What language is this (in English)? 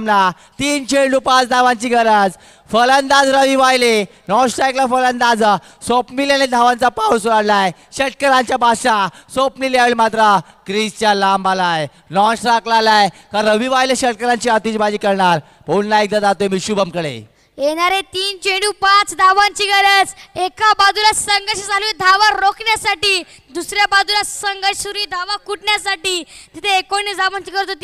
Marathi